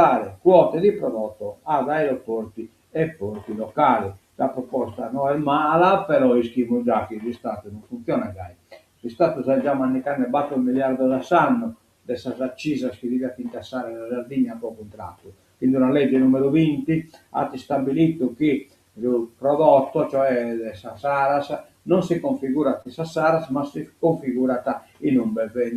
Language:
Sardinian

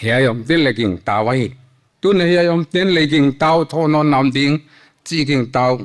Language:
Paite Chin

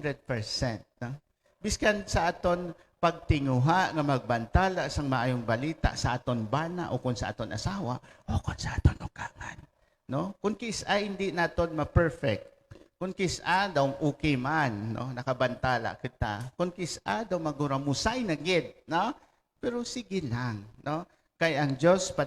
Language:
Hiligaynon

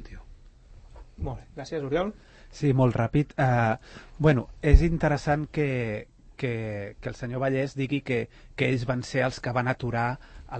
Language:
Catalan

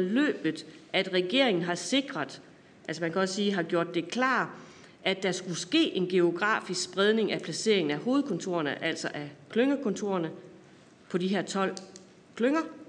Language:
Danish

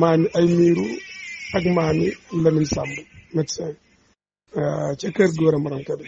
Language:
Wolof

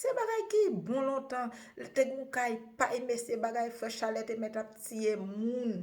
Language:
Haitian Creole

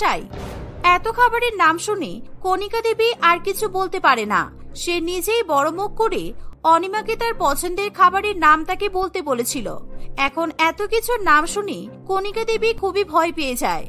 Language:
Bangla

